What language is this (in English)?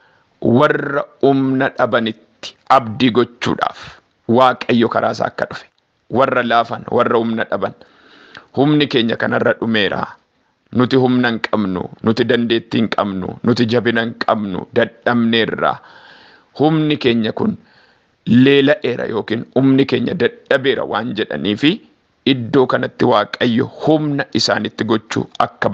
Oromo